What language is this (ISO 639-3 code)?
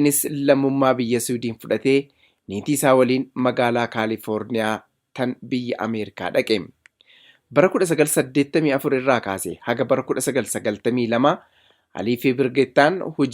orm